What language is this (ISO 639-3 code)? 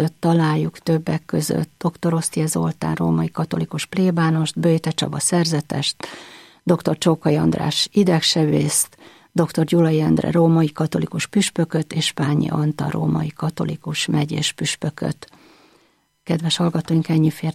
hun